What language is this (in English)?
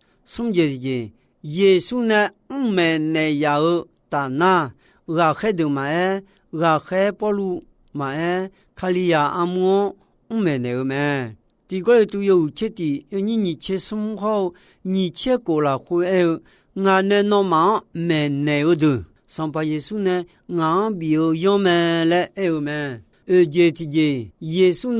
Akha